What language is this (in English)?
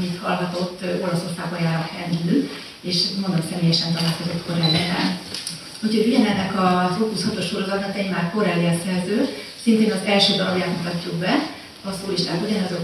Hungarian